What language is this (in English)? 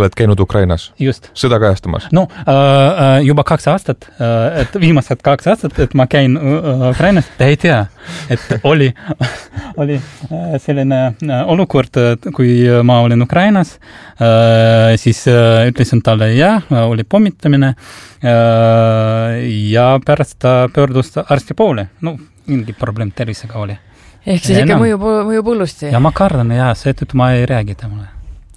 Estonian